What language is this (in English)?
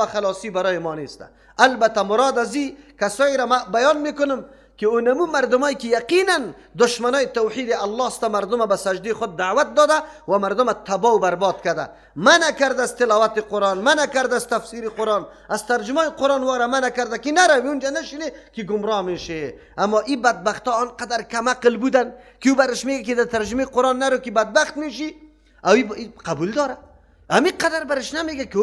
Persian